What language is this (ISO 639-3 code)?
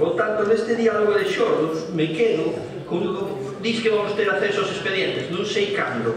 glg